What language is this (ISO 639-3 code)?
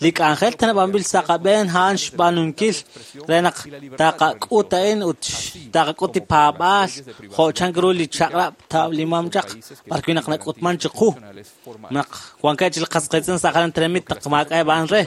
kek